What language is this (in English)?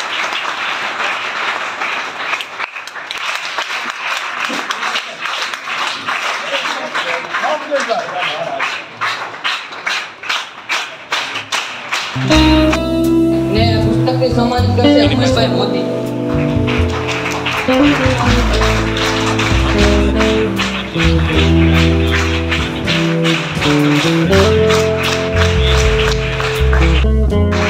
Gujarati